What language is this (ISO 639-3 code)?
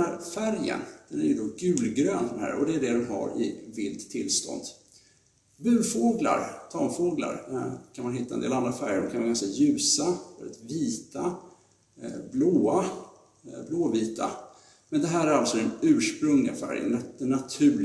swe